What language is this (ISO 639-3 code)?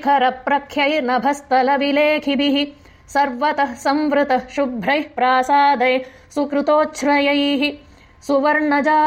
san